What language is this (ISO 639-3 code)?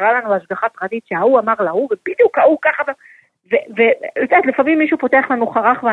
heb